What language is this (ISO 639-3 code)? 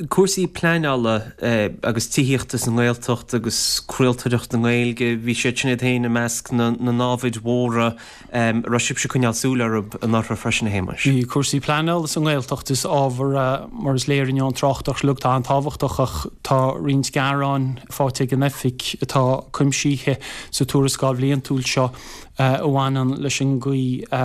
gle